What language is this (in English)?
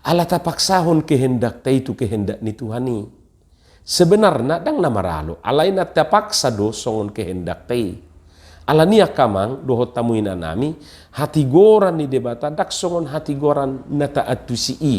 Batak Toba